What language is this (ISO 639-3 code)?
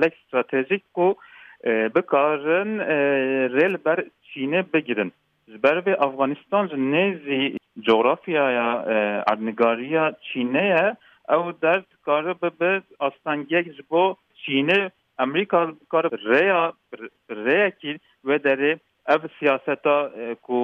kur